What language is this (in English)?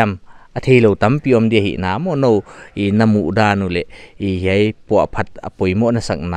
Paite Chin